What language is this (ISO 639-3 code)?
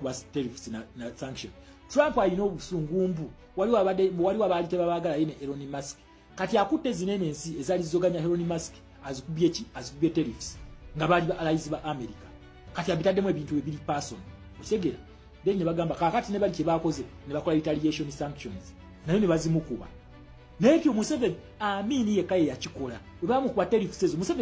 lug